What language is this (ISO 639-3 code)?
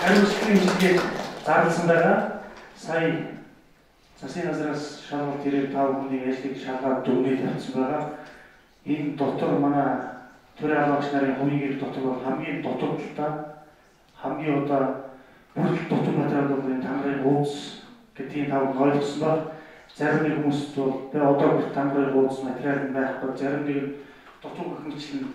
mon